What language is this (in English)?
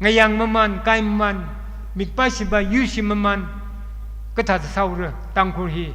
Tangkhul Naga (India)